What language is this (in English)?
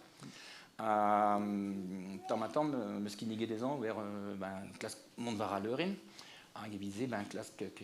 Breton